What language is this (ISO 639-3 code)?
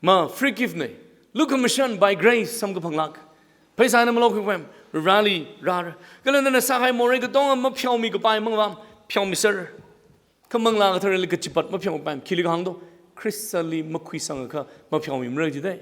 nmf